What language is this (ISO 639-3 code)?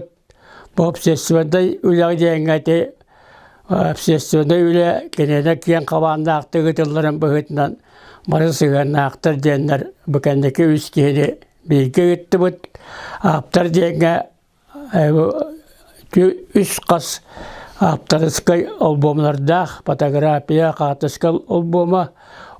sah